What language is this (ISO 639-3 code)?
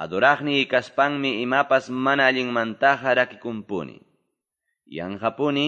que